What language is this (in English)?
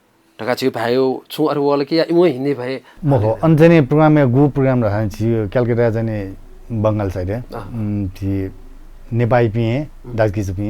Newari